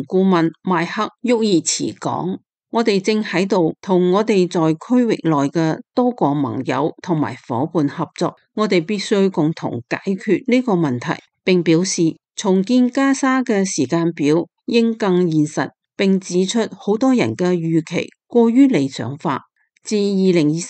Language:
Cantonese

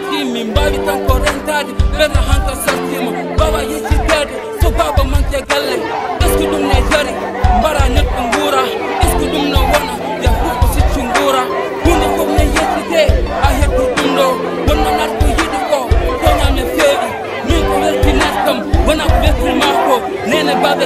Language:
Fula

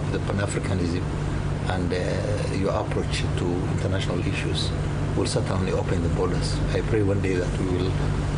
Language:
Tswana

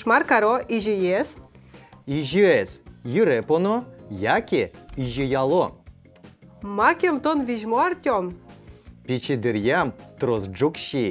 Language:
Udmurt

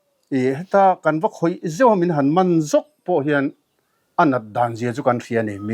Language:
Mizo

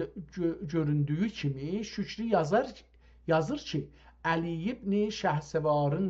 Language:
South Azerbaijani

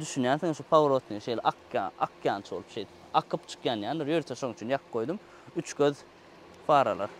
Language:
Turkmen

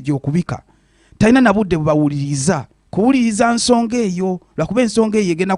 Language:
Ganda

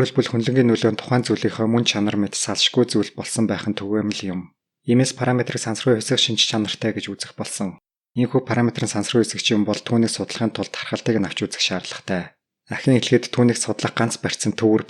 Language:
Mongolian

